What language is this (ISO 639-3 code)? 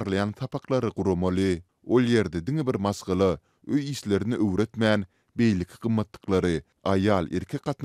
tuk